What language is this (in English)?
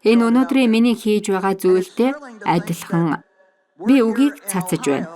Mongolian